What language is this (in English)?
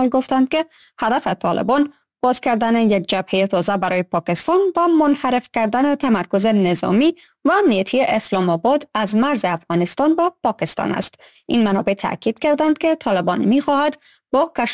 Persian